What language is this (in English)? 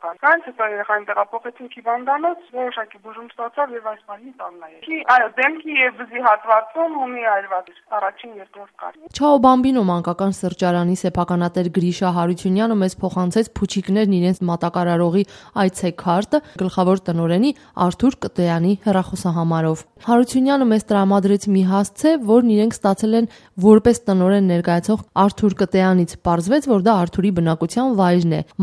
Armenian